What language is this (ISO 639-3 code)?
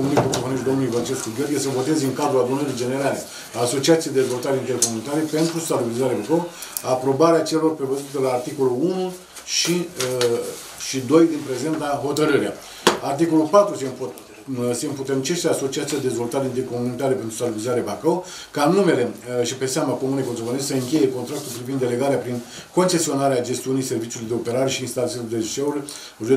ron